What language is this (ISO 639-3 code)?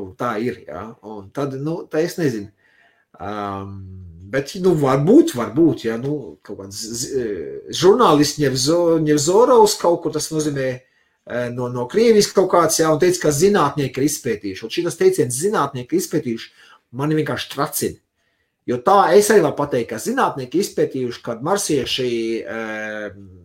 lav